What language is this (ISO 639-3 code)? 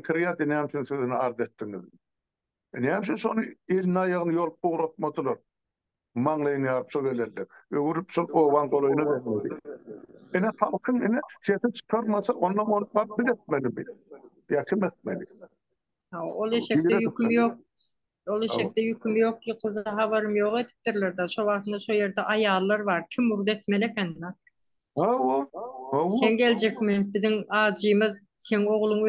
tuk